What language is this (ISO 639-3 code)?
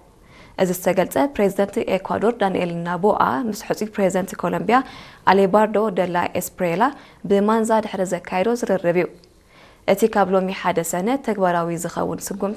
tir